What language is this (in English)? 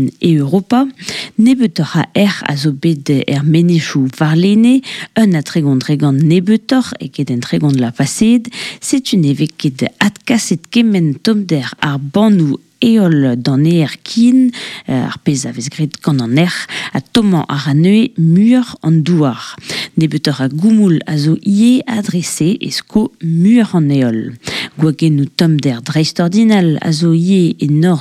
Breton